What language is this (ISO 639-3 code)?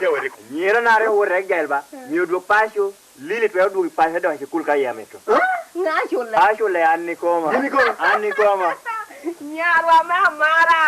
laj